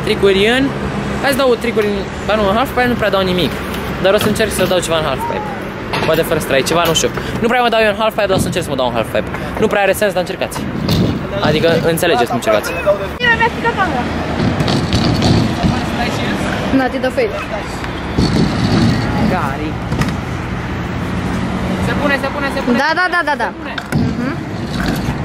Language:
Romanian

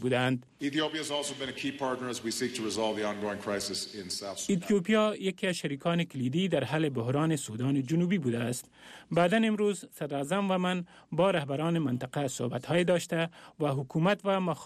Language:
Persian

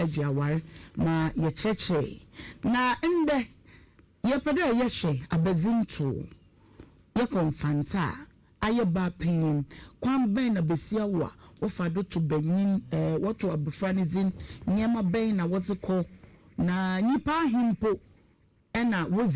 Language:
Akan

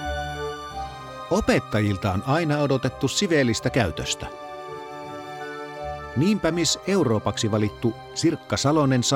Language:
Finnish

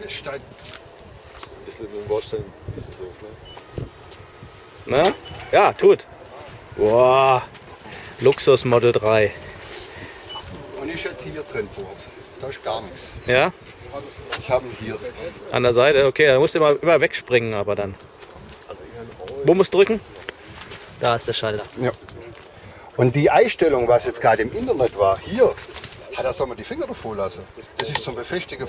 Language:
German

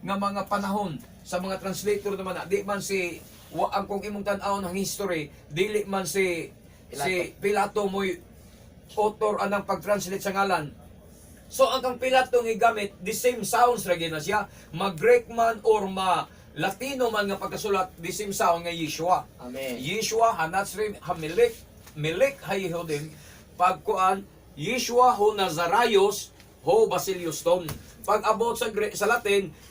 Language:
Cebuano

